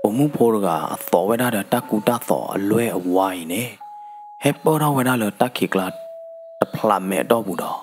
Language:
S'gaw Karen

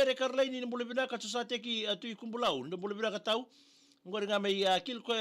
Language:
Fijian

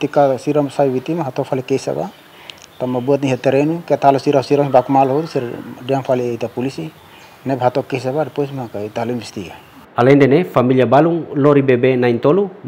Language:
Tetum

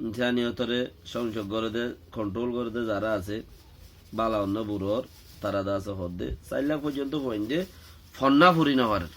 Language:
Rohingya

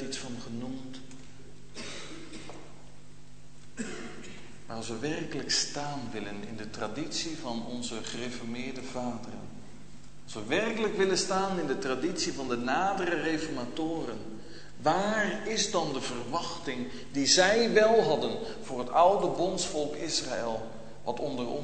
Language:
Dutch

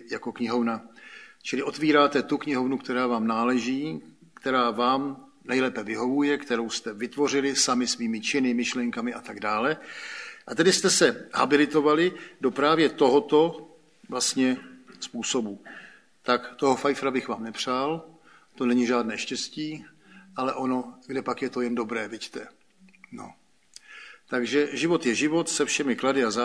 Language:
Czech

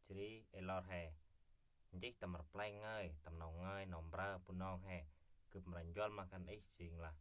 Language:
Central Mnong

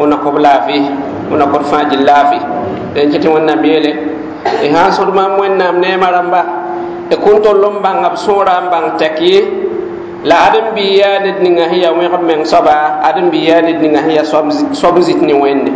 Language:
Mossi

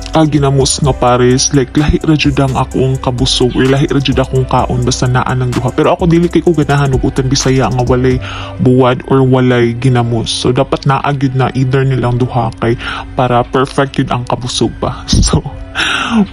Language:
Cebuano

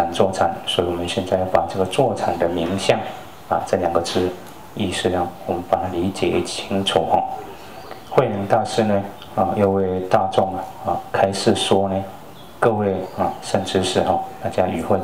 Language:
Chinese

